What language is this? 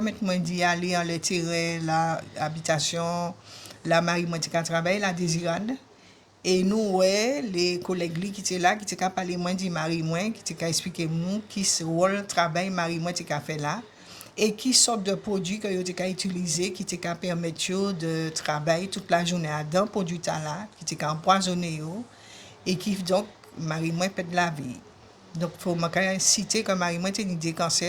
Guadeloupean Creole French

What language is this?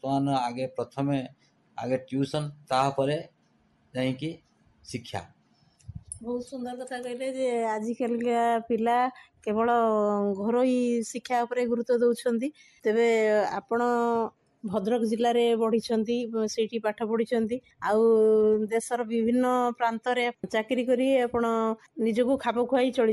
Odia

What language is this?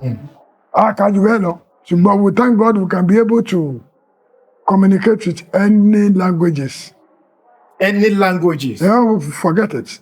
Yoruba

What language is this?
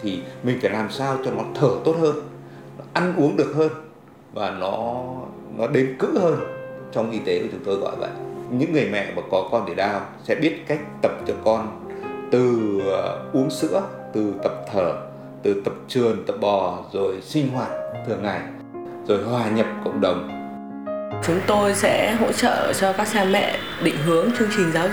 Vietnamese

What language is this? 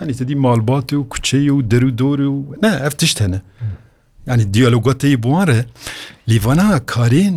Kurdish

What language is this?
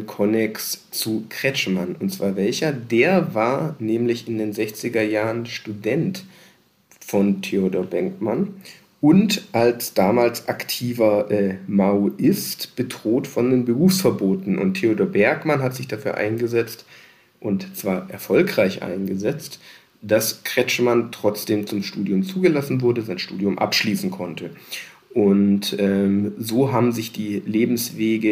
German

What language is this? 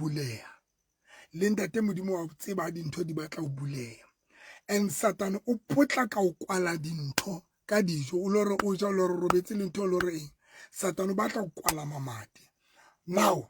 Southern Sotho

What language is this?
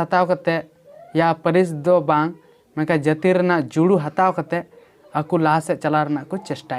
Santali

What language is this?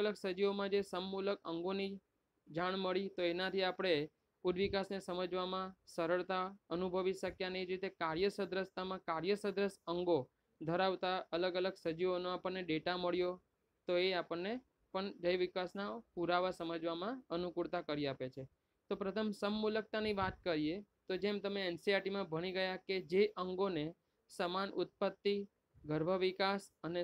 Gujarati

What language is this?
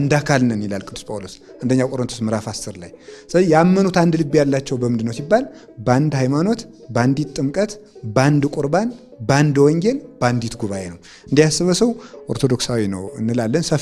Amharic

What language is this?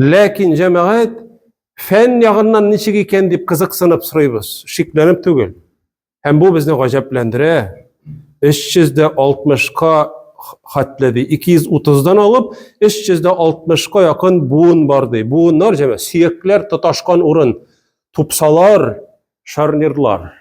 Tatar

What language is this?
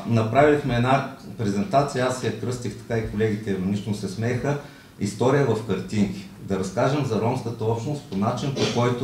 Bulgarian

